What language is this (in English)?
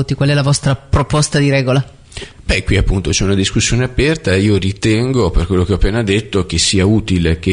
Italian